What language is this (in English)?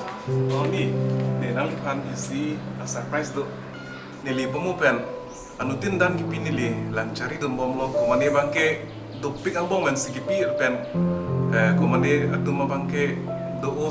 Karbi